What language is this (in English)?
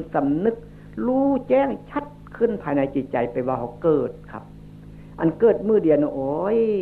Northeastern Thai